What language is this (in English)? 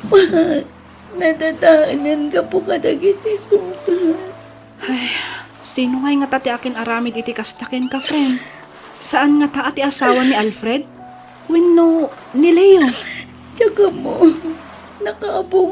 Iloko